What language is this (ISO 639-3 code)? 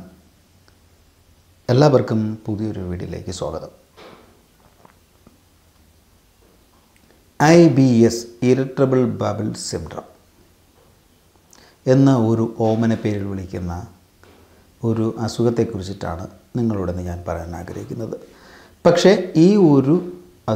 mal